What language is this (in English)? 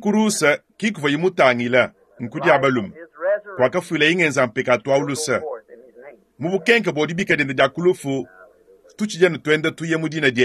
Luba-Lulua